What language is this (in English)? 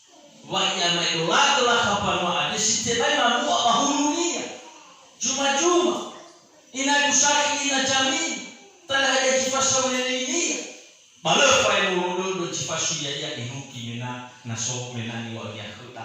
Nias